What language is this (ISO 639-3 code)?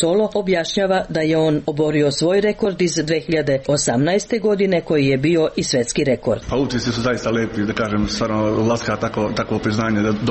srp